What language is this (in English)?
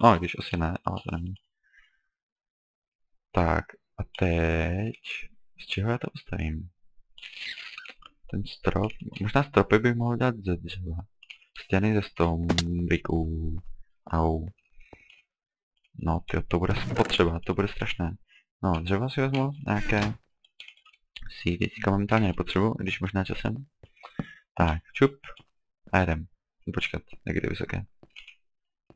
Czech